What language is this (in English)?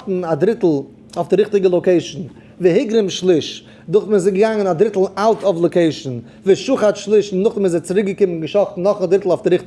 Yiddish